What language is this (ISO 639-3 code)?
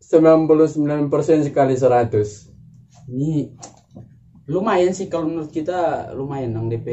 xmm